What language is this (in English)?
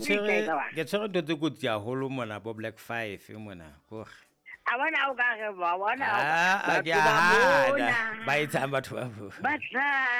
Southern Sotho